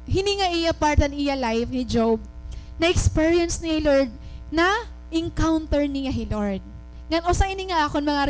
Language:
Waray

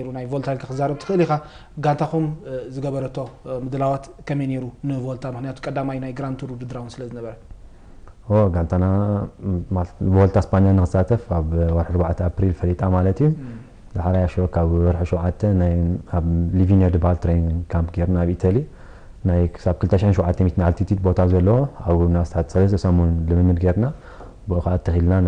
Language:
Tigrinya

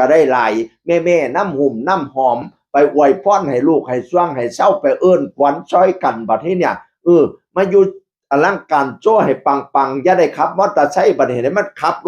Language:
Northeastern Thai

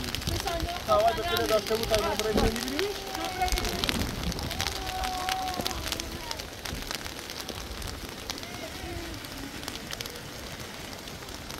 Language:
Persian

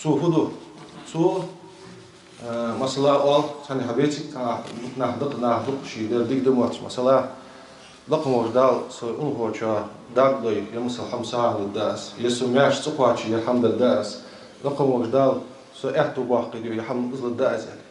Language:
Ingush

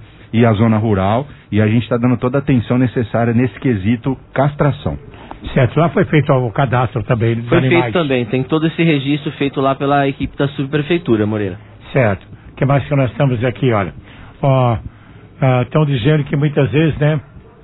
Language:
Portuguese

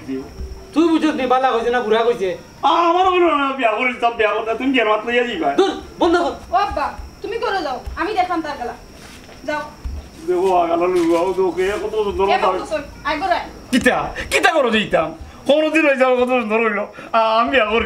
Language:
Sylheti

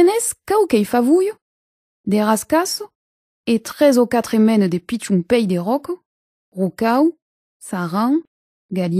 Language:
Occitan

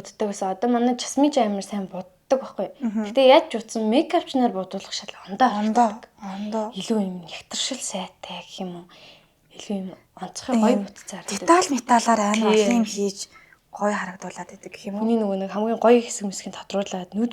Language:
Mongolian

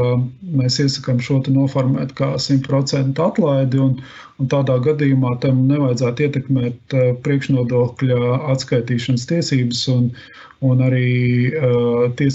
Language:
Latvian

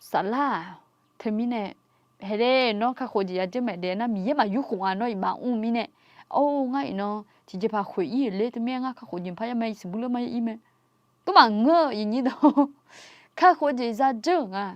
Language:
Akha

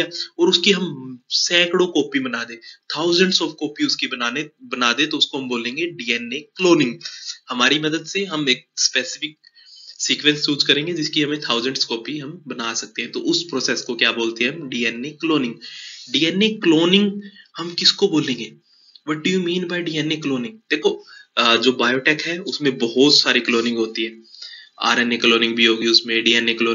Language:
Hindi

